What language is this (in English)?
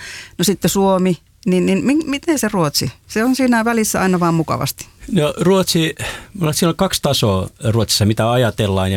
Finnish